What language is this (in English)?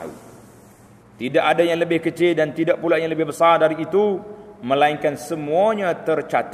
Malay